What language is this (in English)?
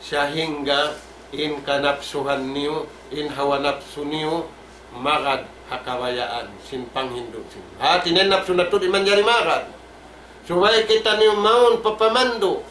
Tausug